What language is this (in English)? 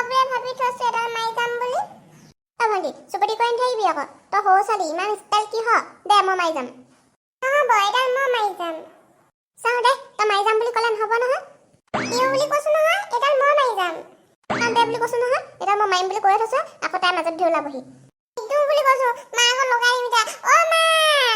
Assamese